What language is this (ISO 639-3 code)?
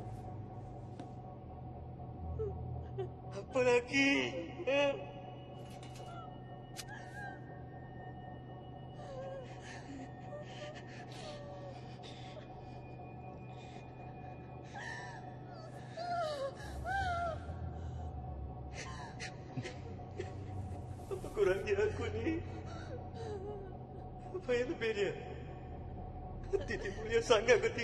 msa